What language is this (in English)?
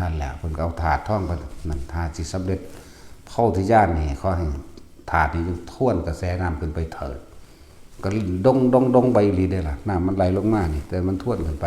Northeastern Thai